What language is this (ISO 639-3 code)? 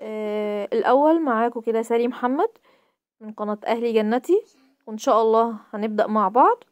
arz